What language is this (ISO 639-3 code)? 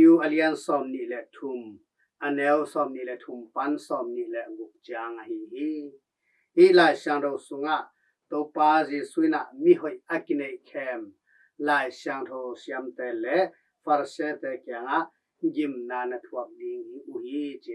ctd